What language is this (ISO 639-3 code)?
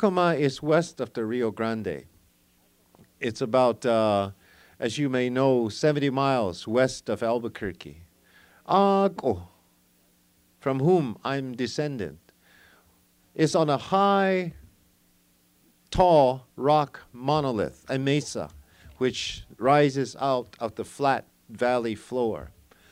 eng